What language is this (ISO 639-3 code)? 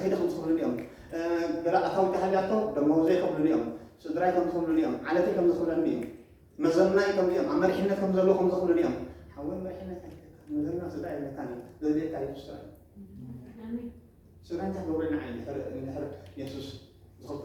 tir